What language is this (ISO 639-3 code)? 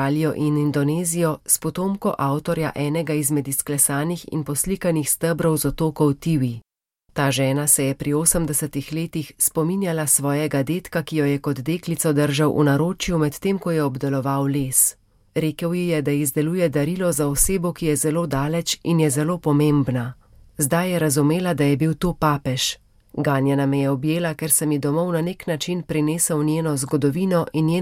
slv